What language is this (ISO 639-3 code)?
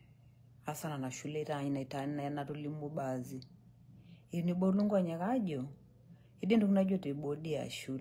mas